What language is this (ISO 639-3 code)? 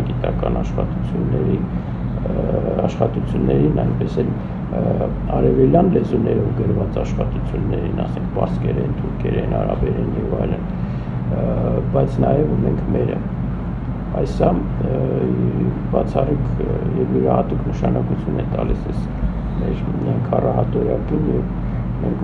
hye